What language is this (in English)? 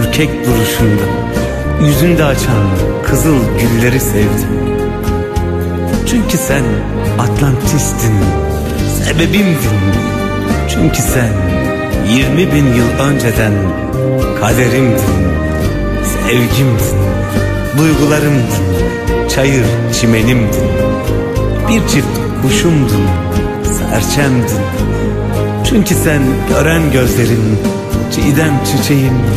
Turkish